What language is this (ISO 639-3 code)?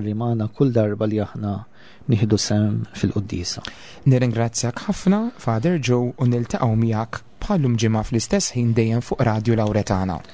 mlt